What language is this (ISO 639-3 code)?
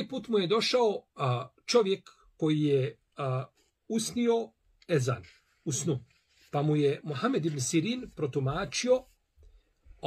bos